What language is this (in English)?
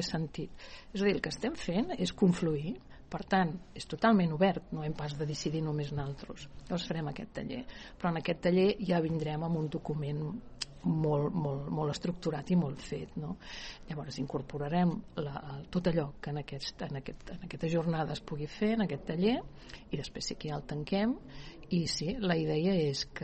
Catalan